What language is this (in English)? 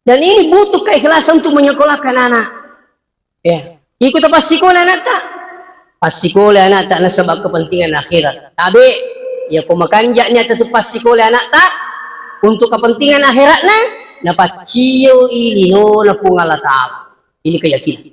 Buginese